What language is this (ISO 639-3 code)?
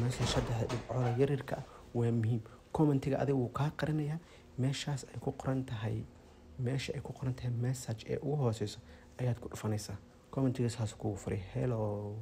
som